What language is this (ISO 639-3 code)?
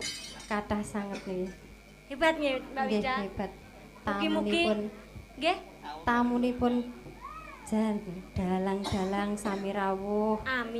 jav